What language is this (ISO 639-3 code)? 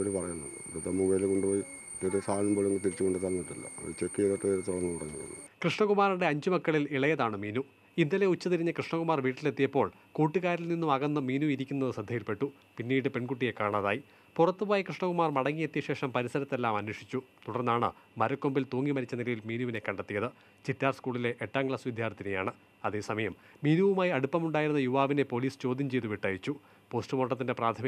mal